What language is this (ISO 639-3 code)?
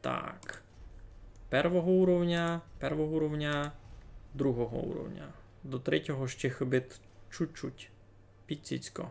rue